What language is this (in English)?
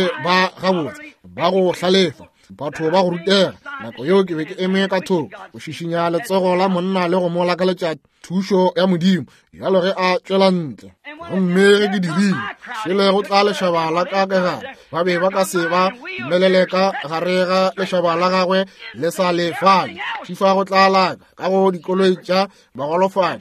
Northern Sotho